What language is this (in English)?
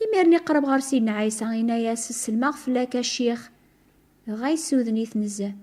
Kabyle